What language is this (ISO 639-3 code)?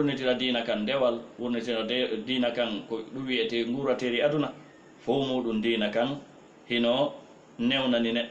ful